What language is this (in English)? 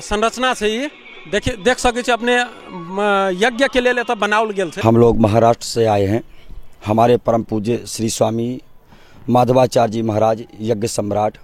Maithili